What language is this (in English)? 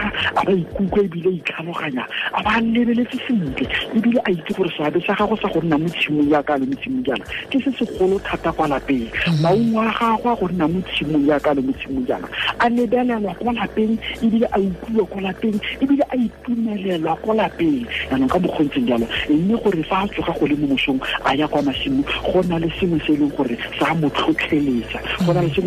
Tswana